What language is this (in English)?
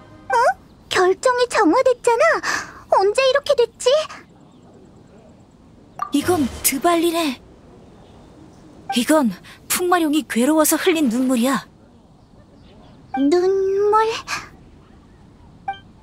Korean